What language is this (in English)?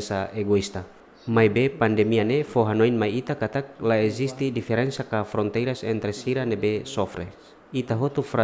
Tetum